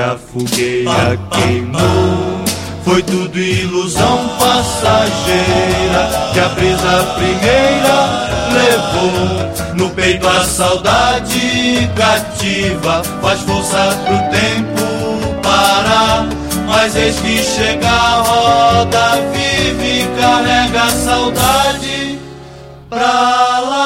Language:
Portuguese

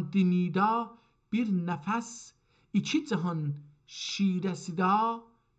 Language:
South Azerbaijani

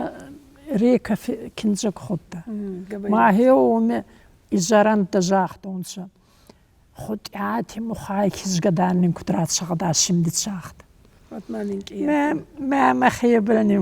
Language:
Ossetic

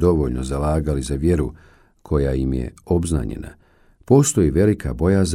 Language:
Bosnian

